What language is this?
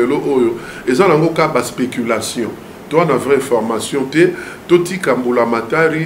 Lingala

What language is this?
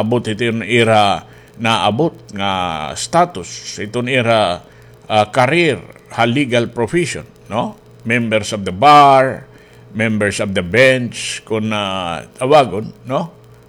Waray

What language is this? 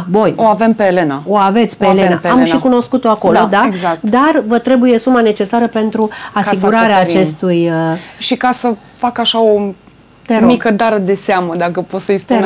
Romanian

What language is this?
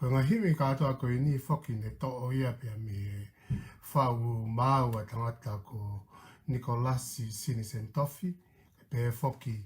Tongan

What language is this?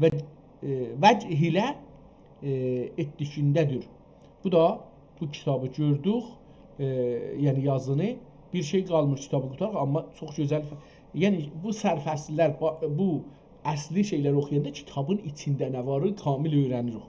South Azerbaijani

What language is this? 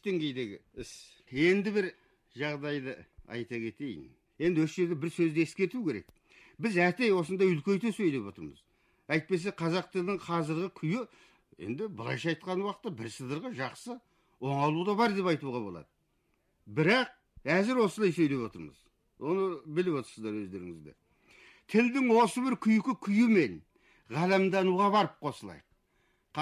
Kazakh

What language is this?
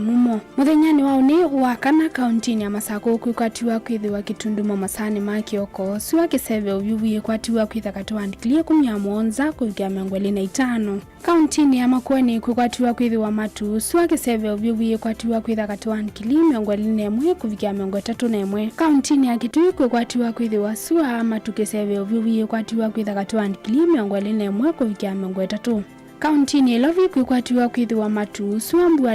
Kamba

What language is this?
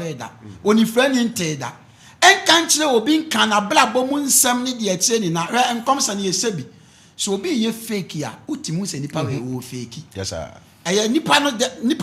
Akan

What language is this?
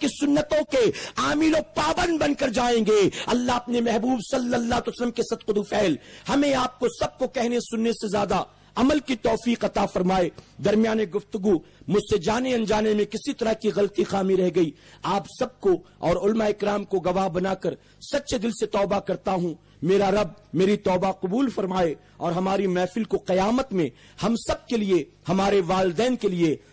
Urdu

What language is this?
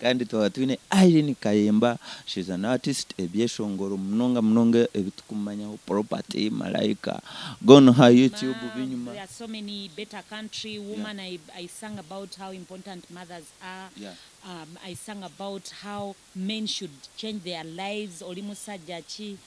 Nyankole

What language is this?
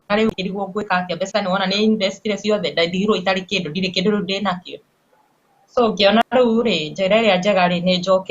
Kikuyu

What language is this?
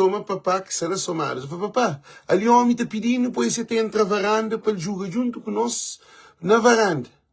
Kabuverdianu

